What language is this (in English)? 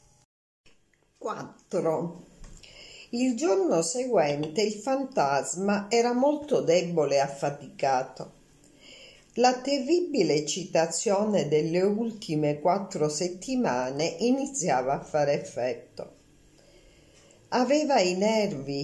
Italian